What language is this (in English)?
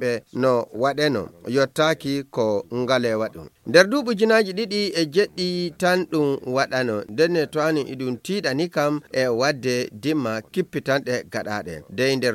Fula